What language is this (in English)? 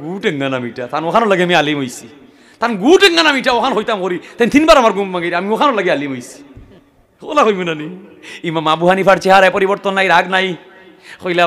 Sylheti